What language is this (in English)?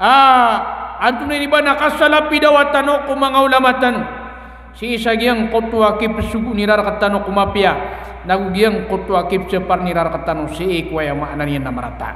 Maranao